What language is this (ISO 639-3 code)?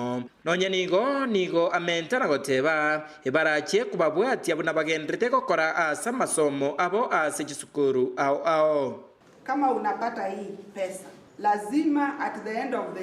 guz